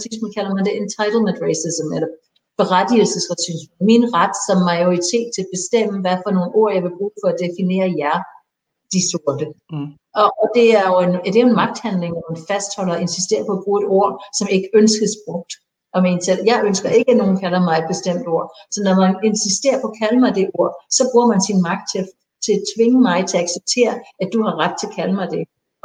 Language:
Danish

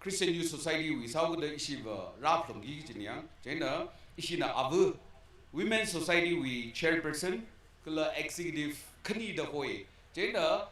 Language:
Tangkhul Naga (India)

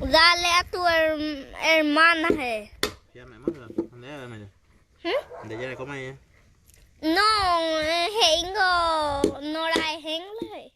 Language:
Guarani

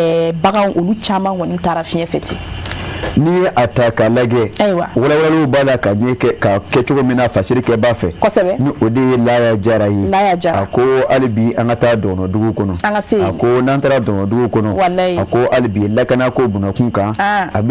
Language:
Bambara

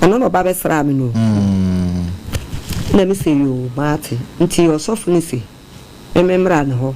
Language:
Akan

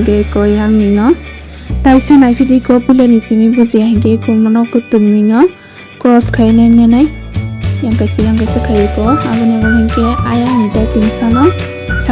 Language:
Kok Borok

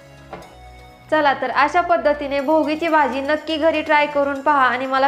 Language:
Marathi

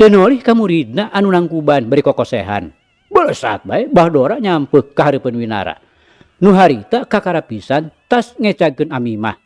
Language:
Sundanese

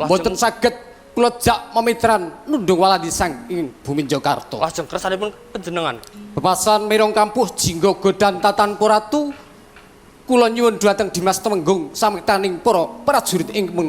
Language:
Javanese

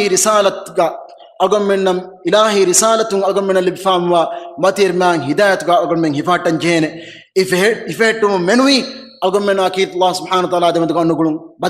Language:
Divehi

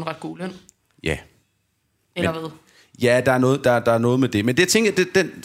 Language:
Danish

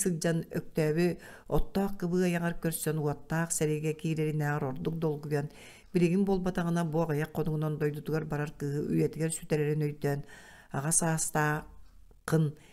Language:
Yakut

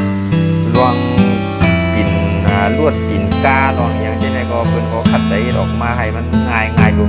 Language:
Shan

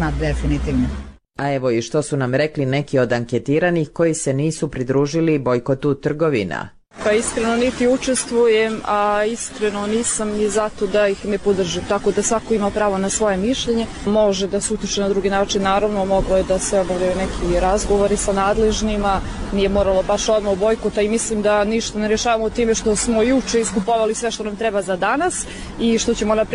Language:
Bosnian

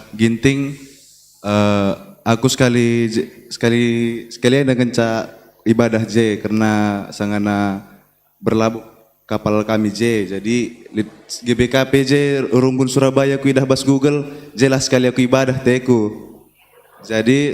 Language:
Batak Karo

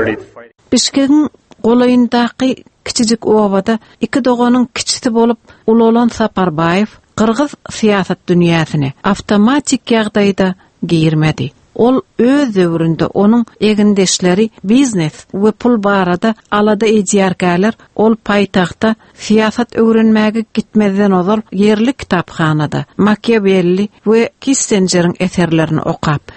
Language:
Turkmen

